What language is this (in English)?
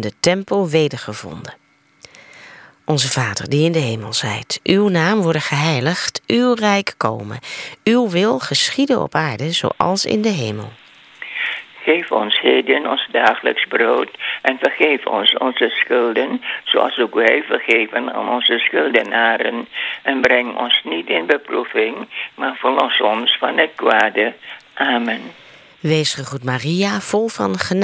Dutch